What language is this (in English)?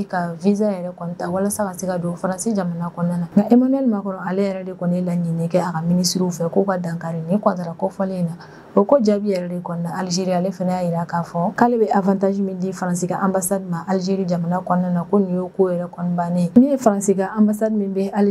Bambara